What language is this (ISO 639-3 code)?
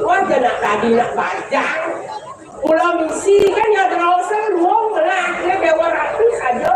ban